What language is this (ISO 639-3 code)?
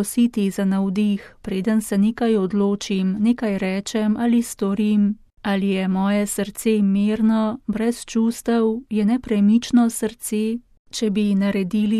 slv